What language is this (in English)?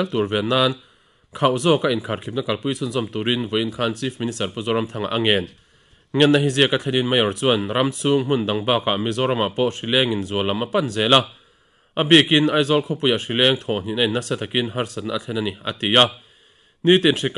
Mizo